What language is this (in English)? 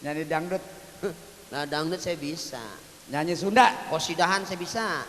Betawi